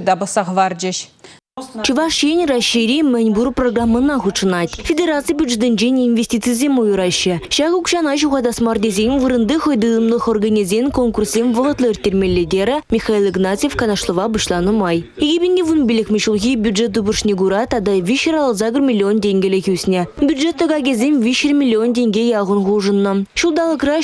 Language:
Chuvash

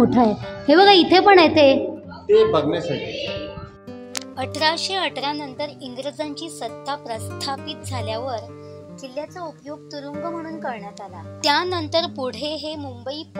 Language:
Marathi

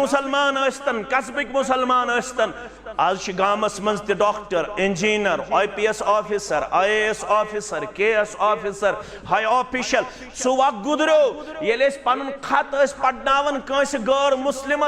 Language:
Kashmiri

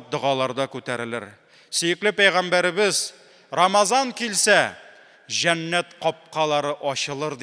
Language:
Tatar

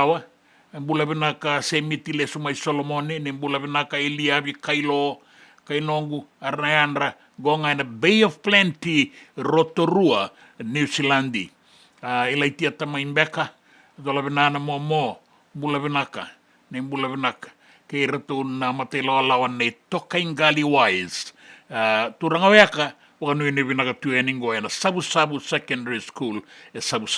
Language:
Fijian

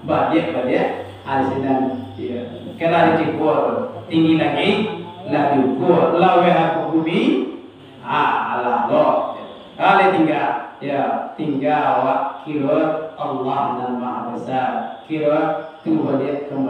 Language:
Minangkabau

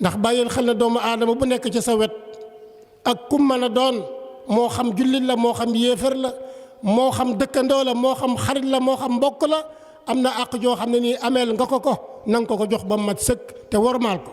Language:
Wolof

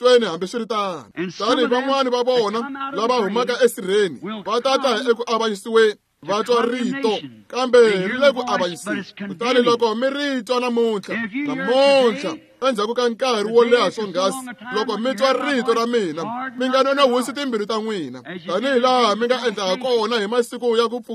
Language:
Tsonga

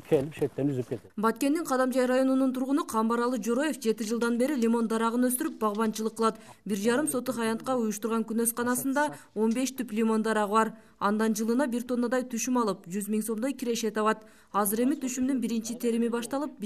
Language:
Kyrgyz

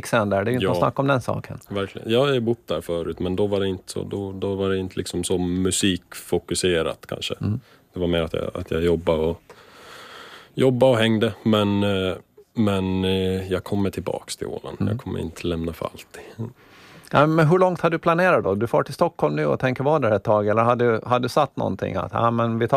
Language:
Swedish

